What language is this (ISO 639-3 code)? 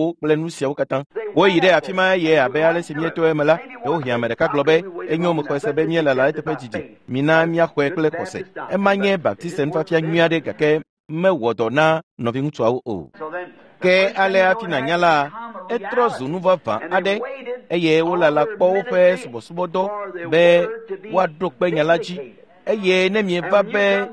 ewe